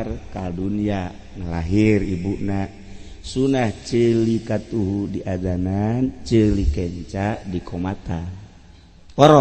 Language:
Sundanese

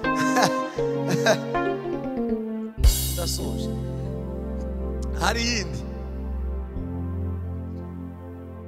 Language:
Kinyarwanda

